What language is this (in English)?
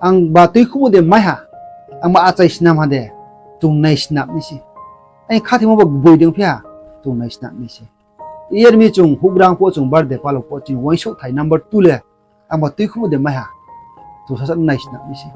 Riang (India)